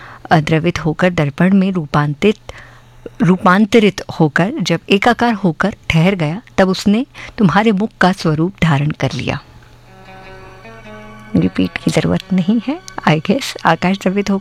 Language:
Hindi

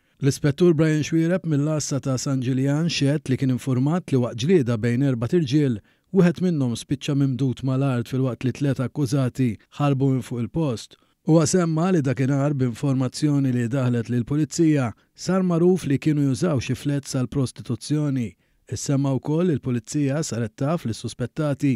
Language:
Maltese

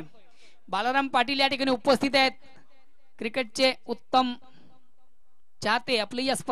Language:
Marathi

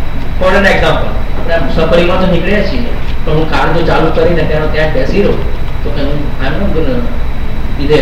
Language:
Gujarati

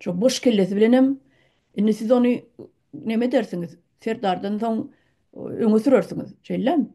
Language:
Turkmen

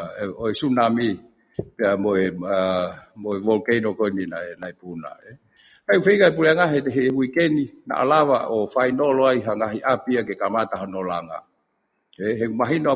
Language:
Tongan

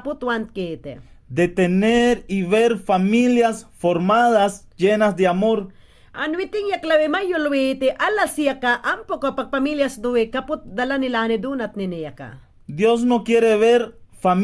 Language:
Mayangna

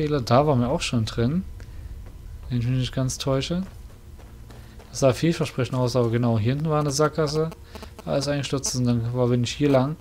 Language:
German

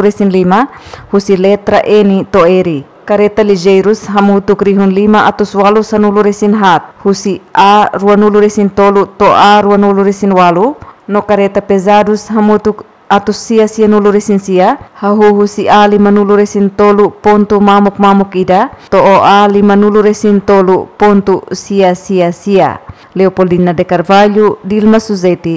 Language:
Tetum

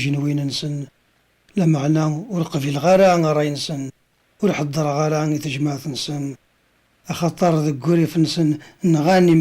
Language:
Kabyle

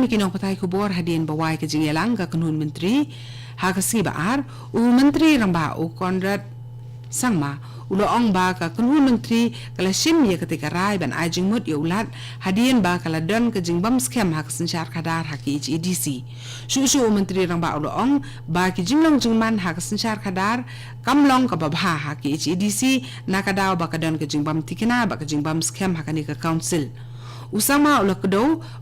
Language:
Khasi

